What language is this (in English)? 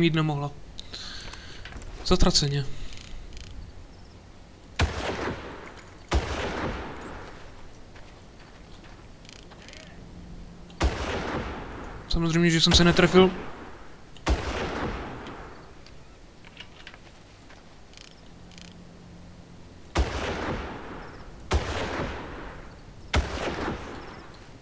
Czech